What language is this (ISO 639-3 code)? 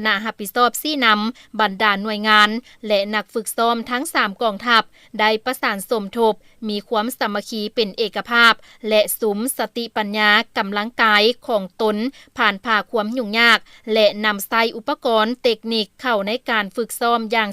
lao